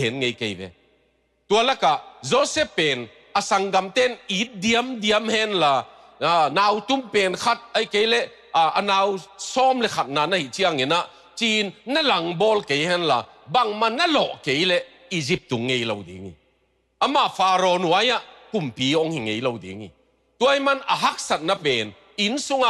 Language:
Tedim Chin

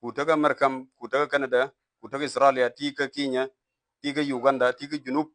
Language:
Nuer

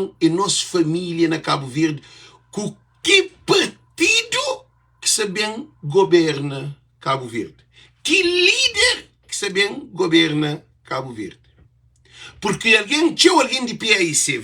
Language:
Kabuverdianu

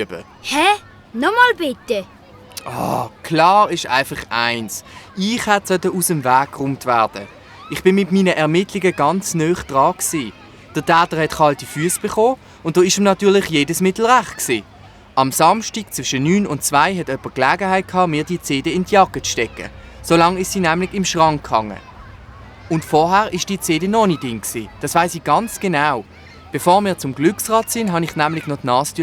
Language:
Swiss German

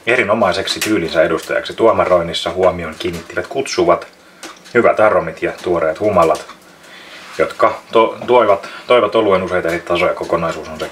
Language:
Finnish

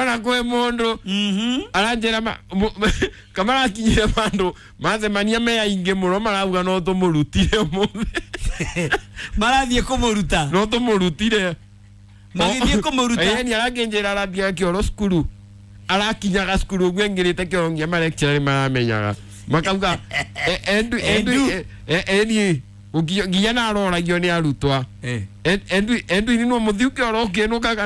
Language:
Kikuyu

